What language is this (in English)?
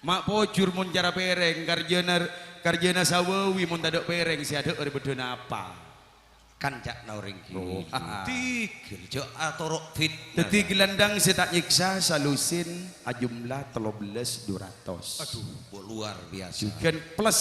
Madurese